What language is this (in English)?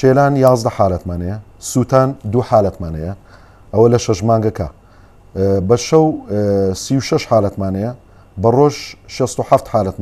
Central Kurdish